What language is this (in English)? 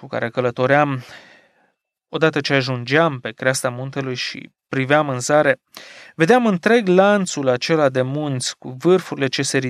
Romanian